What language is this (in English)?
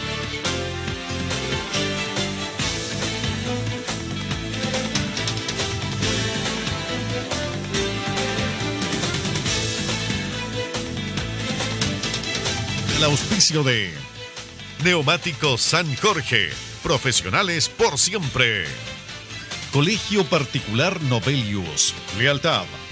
Spanish